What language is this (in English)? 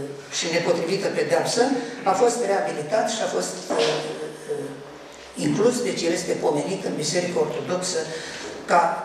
Romanian